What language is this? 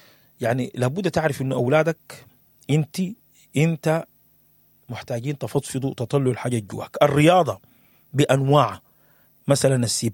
Sudanese Arabic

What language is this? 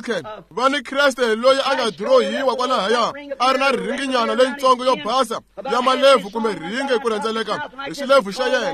Tsonga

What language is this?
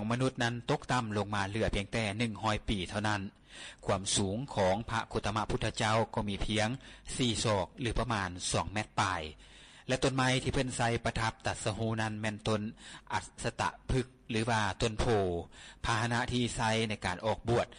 Lao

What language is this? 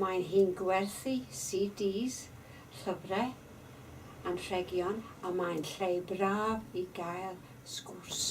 Welsh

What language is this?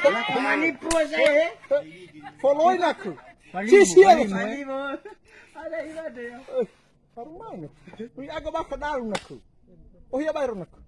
Nias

